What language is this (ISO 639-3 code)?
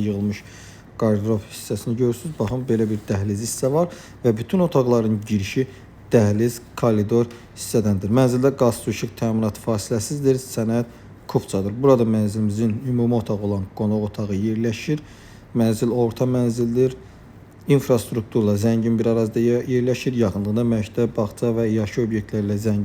aze